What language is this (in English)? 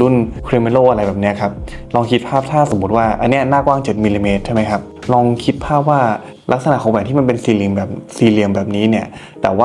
Thai